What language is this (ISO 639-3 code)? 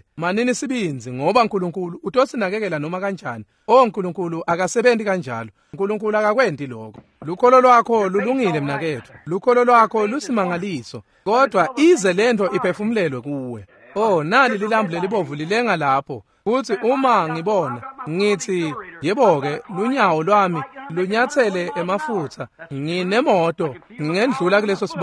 ssw